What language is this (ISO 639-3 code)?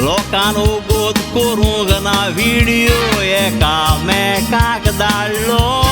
kok